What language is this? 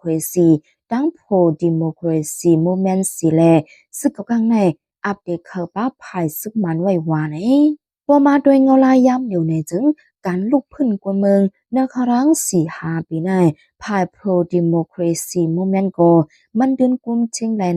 Shan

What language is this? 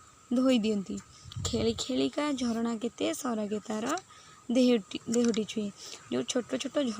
Odia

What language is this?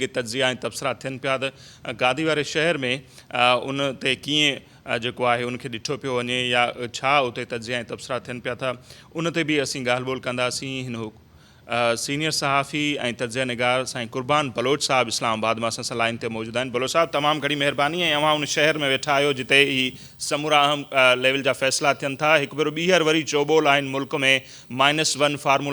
Sindhi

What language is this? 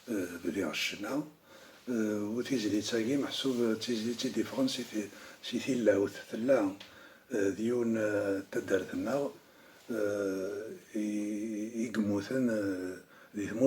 Kabyle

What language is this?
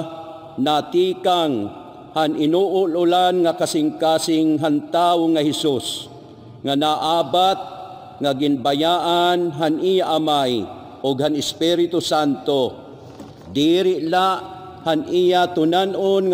Waray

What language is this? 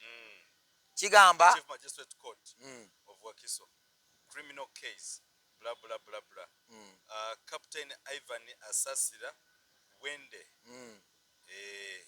Ganda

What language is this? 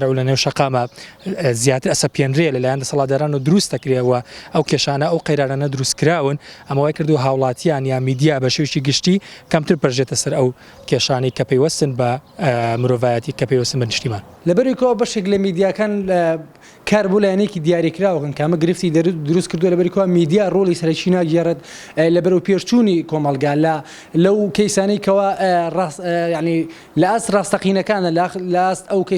Central Kurdish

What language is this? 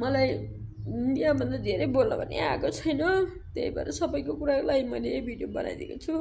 Nepali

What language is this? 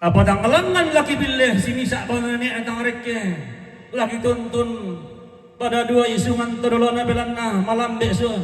Toraja-Sa'dan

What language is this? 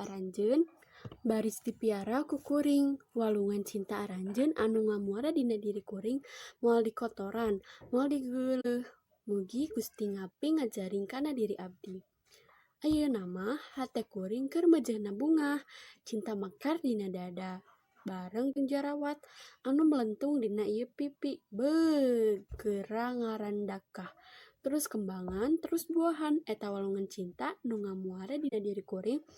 Sundanese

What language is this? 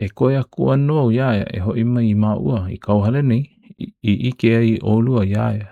Hawaiian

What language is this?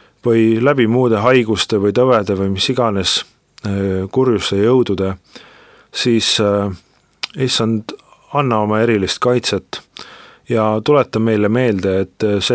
Estonian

